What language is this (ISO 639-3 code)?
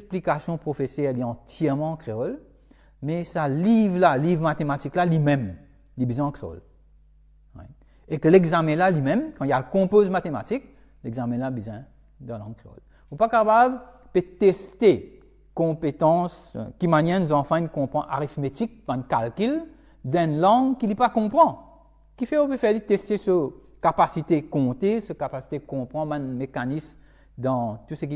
mfe